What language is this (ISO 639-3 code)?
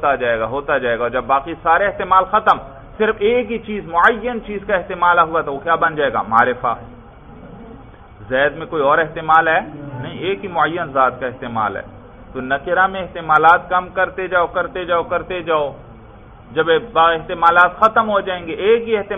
urd